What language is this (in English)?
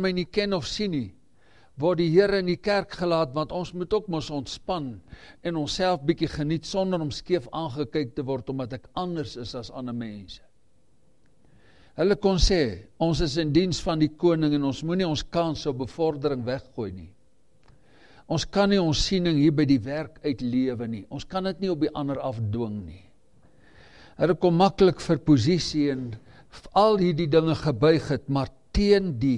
Afrikaans